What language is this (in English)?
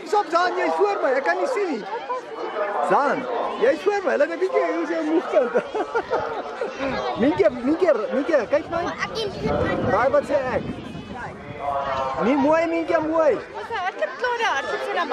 Afrikaans